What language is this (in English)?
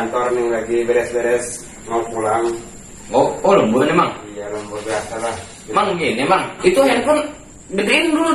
Betawi